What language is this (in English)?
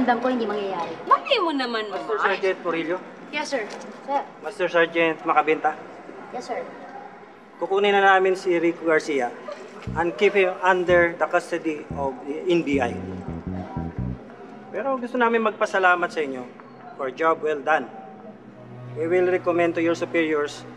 Filipino